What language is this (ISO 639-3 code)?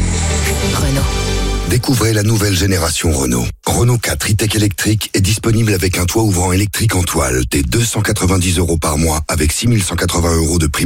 fra